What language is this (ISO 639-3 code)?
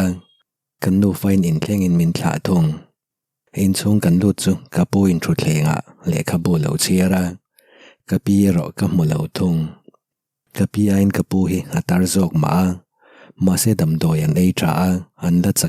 lus